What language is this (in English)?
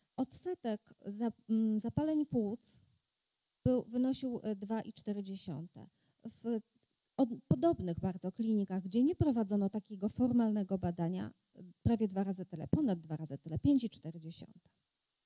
Polish